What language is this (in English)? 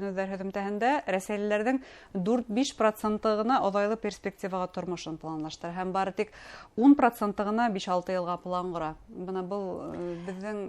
Bashkir